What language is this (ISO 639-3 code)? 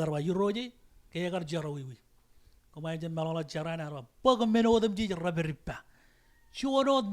mah